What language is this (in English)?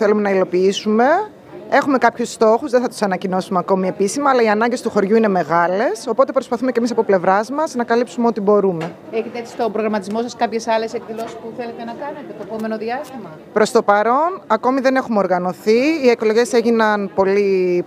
Greek